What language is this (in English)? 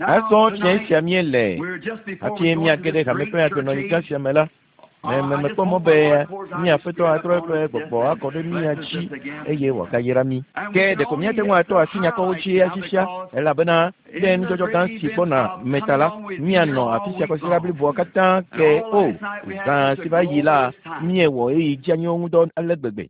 Ewe